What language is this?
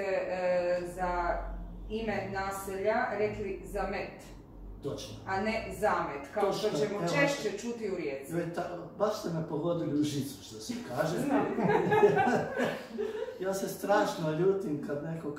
Croatian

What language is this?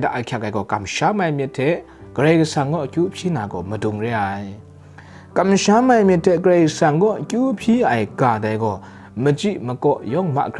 Kachin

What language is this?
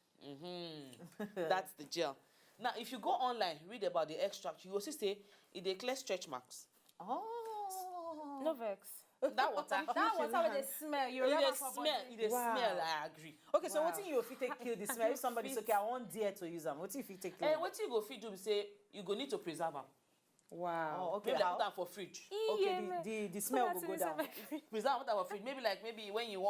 Nigerian Pidgin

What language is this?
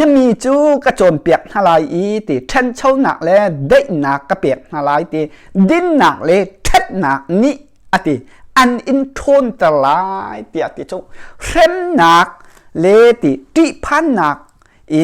Hakha Chin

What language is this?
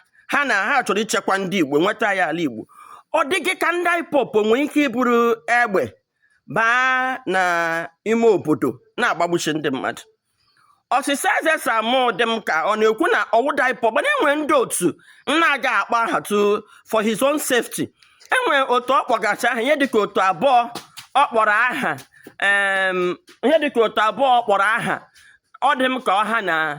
Igbo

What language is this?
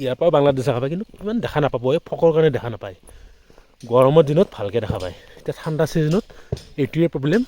Assamese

